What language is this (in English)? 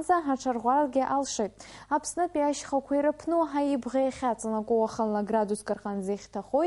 Abkhazian